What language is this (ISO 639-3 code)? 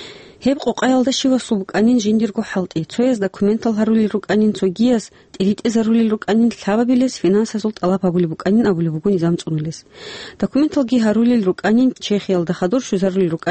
ava